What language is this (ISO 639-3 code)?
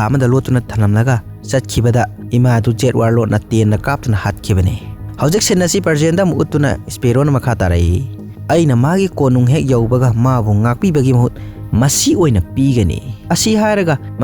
mni